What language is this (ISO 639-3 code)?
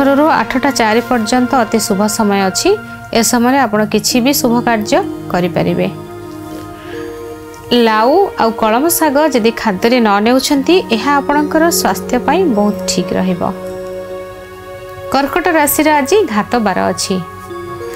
ori